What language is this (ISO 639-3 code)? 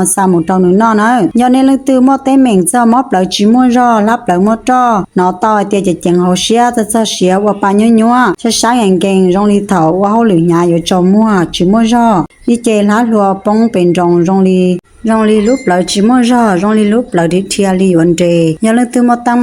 hmn